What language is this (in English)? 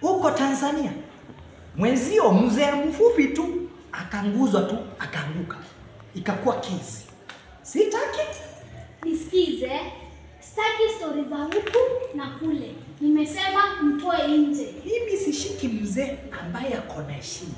Swahili